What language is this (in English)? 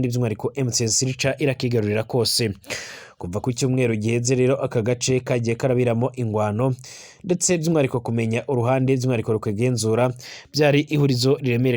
Rundi